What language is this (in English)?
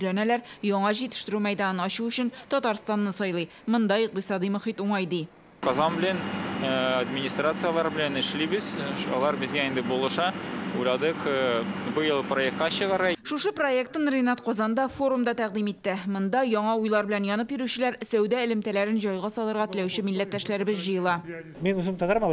Tatar